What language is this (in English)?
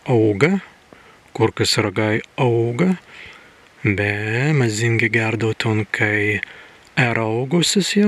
Prussian